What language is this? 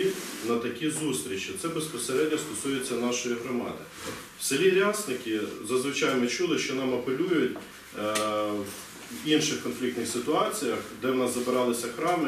Ukrainian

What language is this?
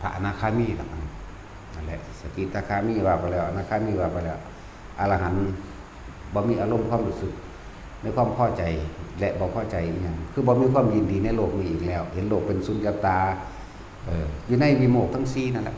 Northeastern Thai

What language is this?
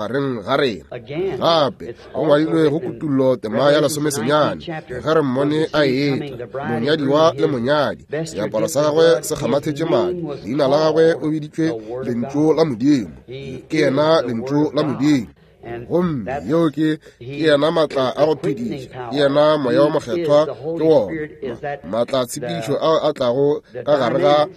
Northern Sotho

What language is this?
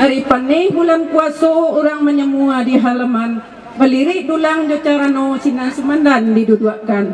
Minangkabau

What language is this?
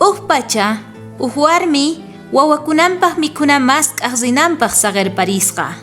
South Bolivian Quechua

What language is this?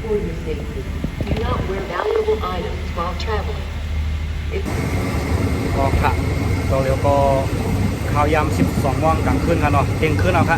Shan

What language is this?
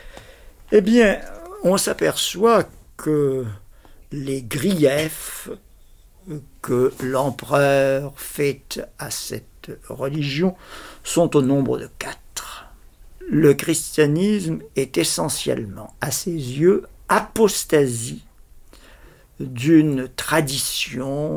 French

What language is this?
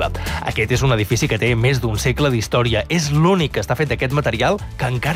Catalan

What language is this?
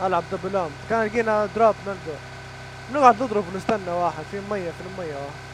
Libyan Arabic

